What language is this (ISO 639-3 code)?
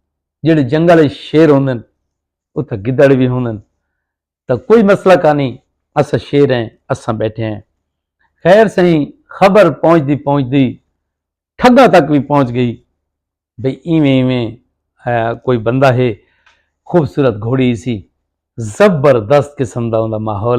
skr